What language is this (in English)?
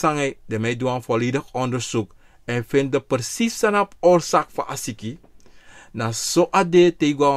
Sranan Tongo